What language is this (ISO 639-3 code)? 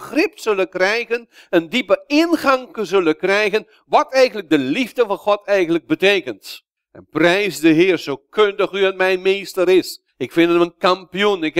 nld